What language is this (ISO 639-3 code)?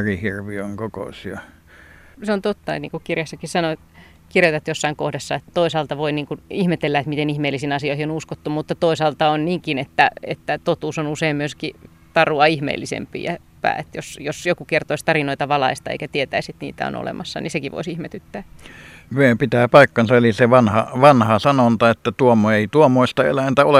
fin